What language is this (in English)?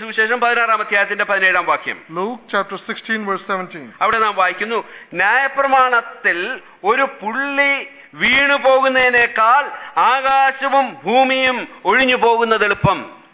Malayalam